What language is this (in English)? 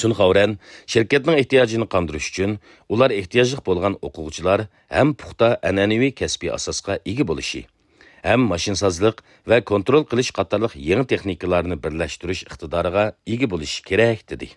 Uyghur